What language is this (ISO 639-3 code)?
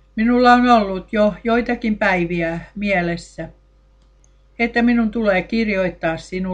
fin